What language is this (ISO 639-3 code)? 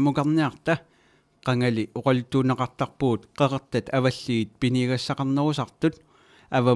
kal